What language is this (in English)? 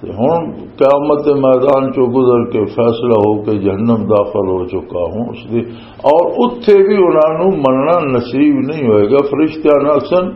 Western Panjabi